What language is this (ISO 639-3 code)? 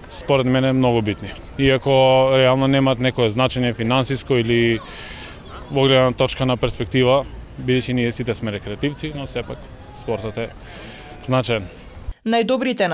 mkd